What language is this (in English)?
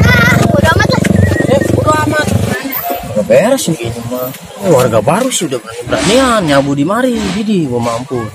Betawi